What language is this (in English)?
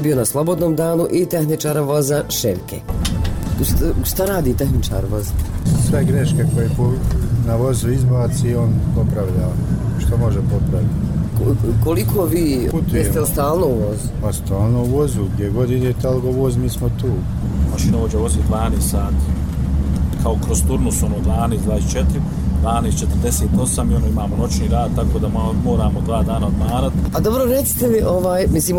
Bosnian